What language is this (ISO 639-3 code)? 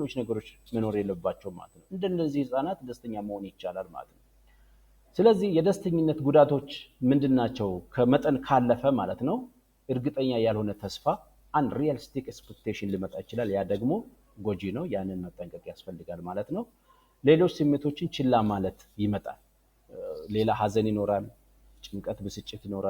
amh